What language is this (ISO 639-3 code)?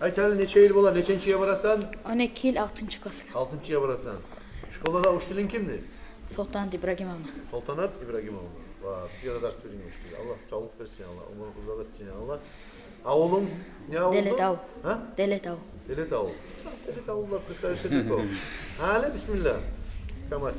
kum